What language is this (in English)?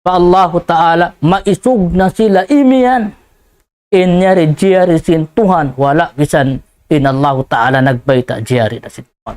Tausug